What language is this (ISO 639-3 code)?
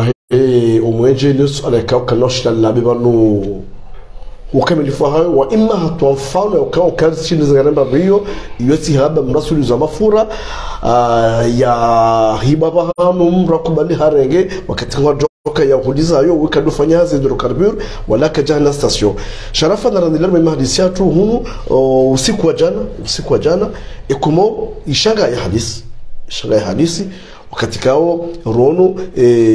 swa